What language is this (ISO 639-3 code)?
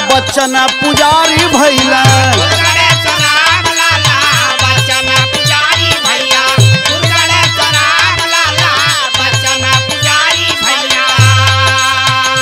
bho